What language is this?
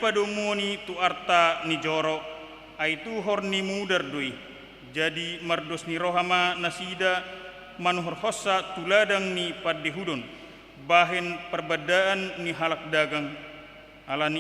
Batak Toba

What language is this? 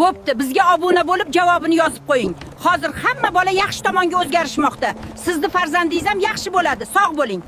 Uzbek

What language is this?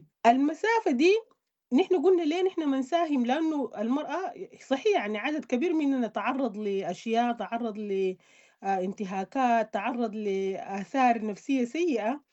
Sudanese Arabic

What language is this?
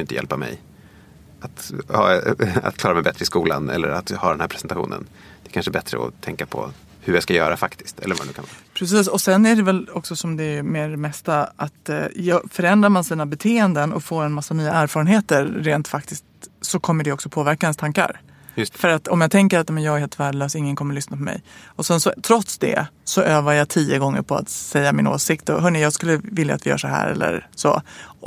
Swedish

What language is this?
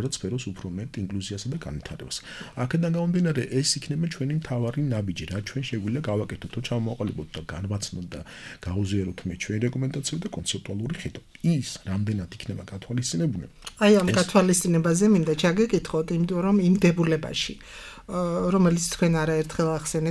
Georgian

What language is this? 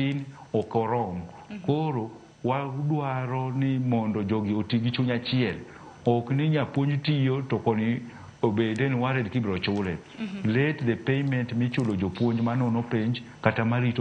Luo (Kenya and Tanzania)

